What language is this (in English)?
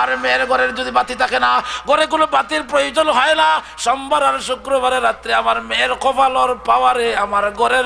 Sylheti